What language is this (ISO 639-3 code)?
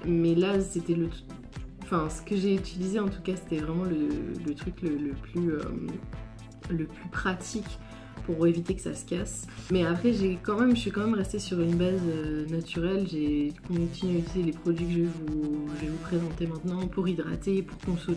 fra